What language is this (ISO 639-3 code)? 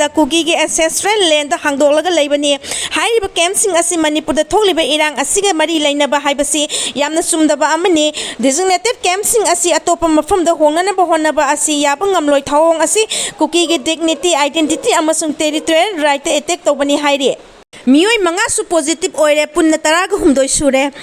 mni